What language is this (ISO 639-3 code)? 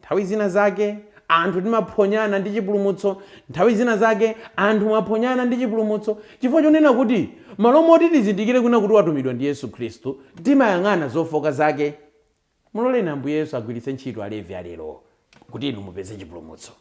nya